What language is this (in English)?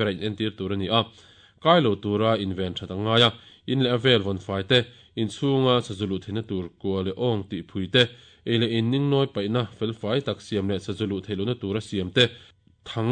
Mizo